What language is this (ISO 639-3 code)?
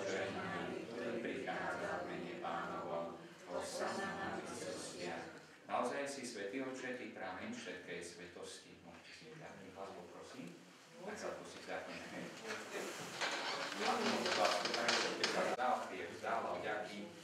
slk